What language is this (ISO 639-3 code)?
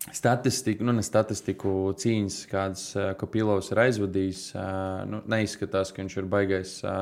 lav